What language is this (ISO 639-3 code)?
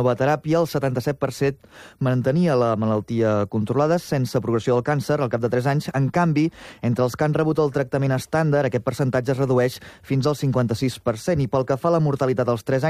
cat